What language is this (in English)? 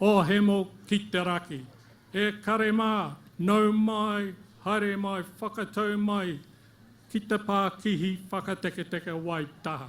Māori